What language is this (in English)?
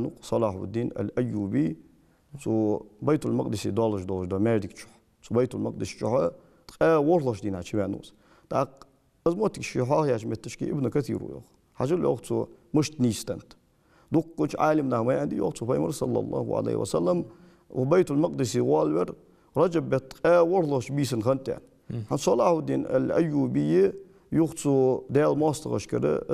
Ingush